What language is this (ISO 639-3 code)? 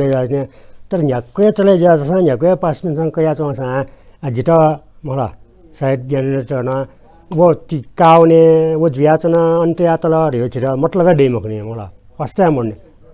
new